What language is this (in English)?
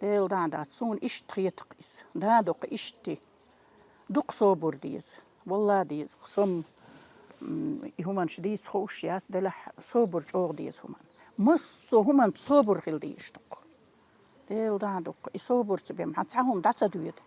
Chechen